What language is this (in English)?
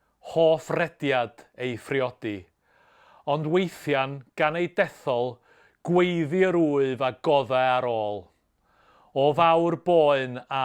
Welsh